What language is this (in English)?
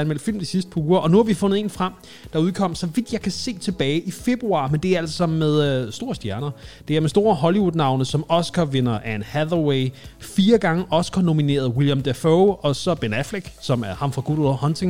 Danish